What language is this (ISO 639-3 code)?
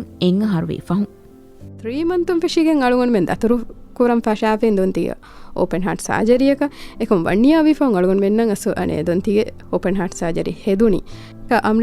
div